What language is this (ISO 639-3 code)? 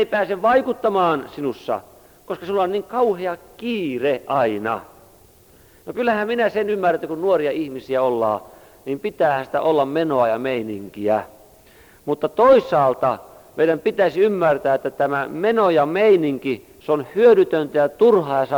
fin